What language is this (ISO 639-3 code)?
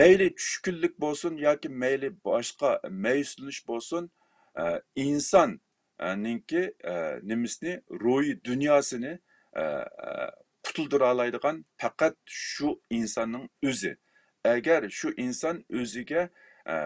uig